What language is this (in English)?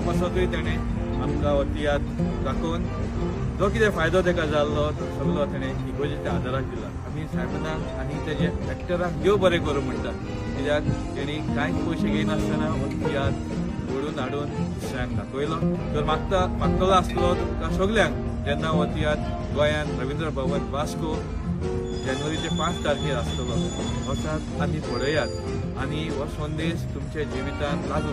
Konkani